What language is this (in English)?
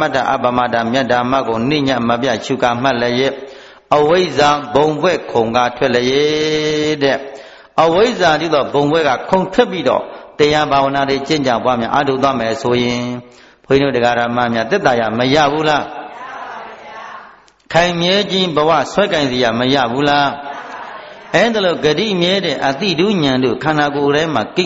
Burmese